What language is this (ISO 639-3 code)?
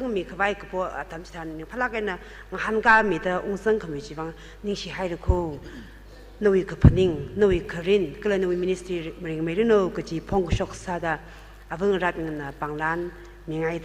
nmf